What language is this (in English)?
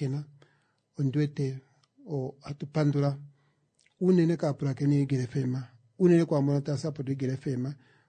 Kuanyama